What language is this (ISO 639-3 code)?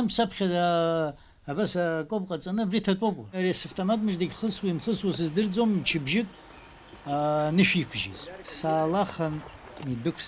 abk